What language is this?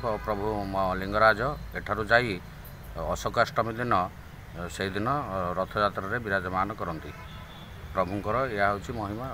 Odia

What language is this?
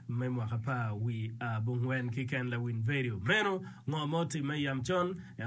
Acoli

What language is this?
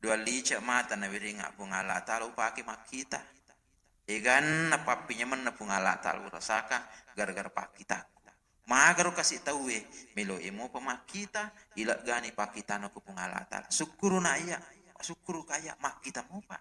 Buginese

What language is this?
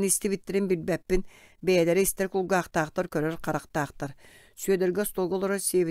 Yakut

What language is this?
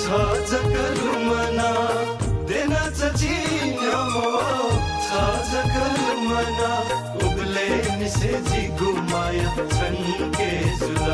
Newari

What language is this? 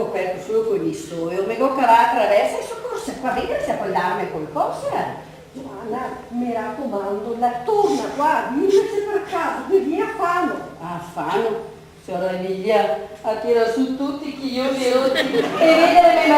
Venetian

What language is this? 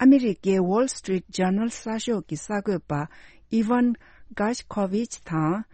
Tibetan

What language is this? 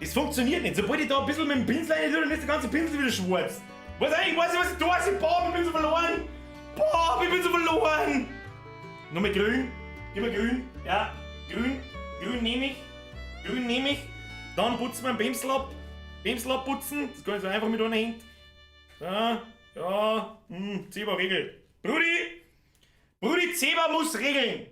Bavarian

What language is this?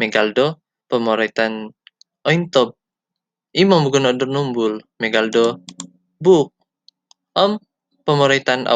Central Dusun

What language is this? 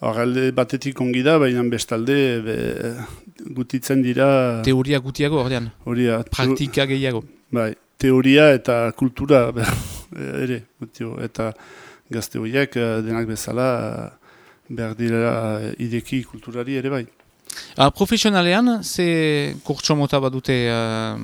Basque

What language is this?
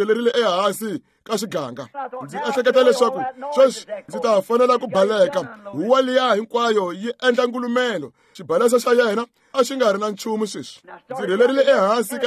Tsonga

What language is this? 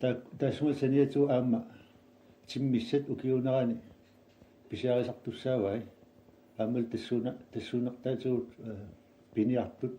Kalaallisut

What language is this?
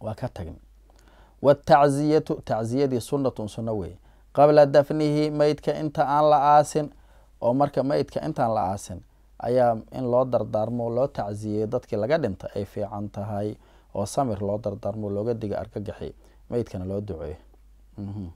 Somali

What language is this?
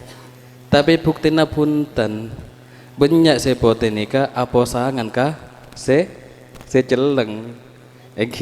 Madurese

